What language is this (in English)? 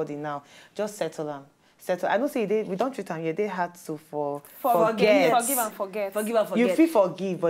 Nigerian Pidgin